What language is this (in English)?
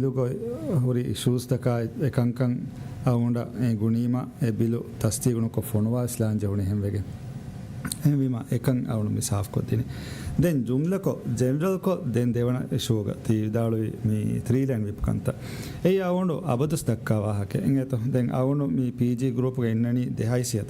Divehi